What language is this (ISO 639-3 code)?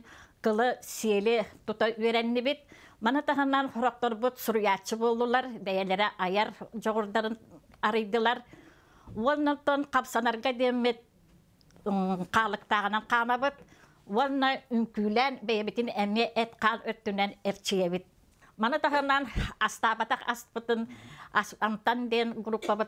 sah